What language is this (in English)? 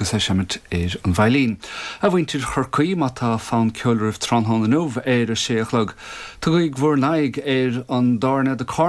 Irish